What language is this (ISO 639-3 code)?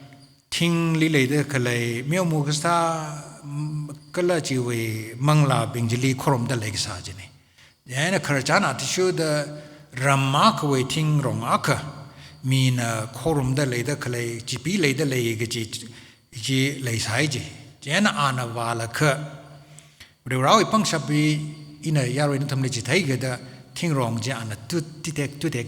nmf